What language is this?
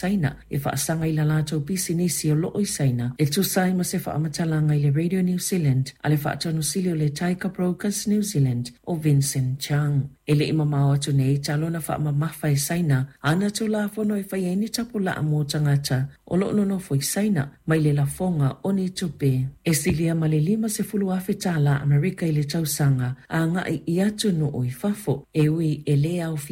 Samoan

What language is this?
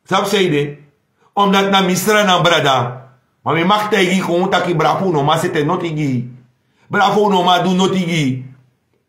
Sranan Tongo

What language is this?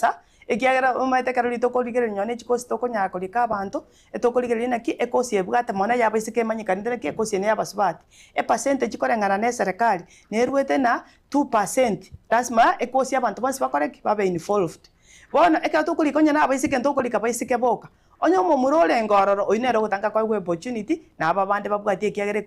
Gusii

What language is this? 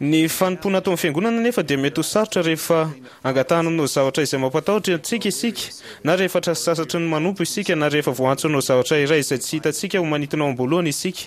Malagasy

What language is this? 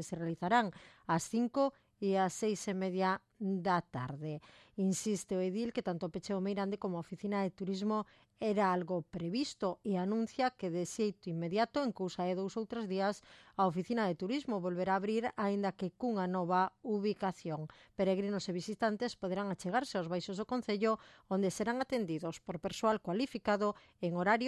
Galician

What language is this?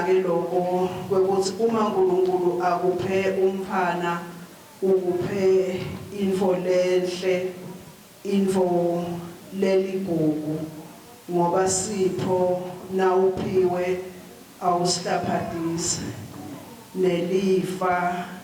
Swati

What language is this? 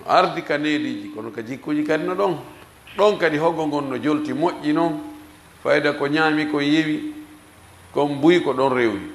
Fula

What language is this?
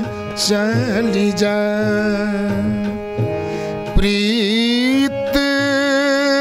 Maithili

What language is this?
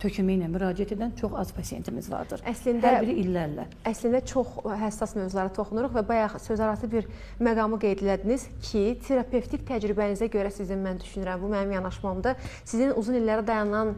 Azerbaijani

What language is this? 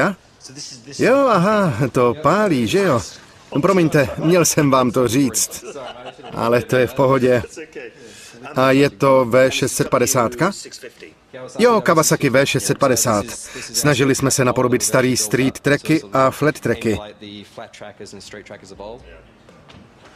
Czech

